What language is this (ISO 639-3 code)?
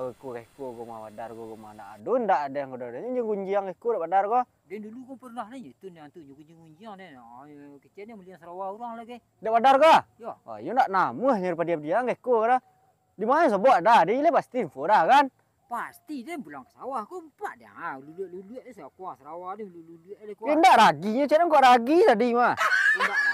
min